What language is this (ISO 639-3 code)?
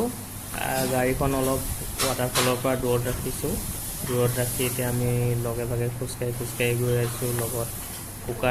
asm